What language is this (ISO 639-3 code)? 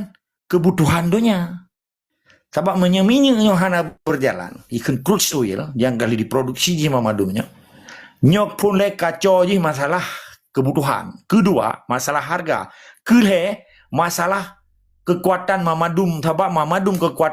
ace